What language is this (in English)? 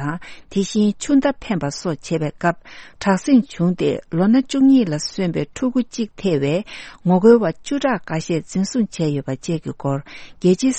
Tibetan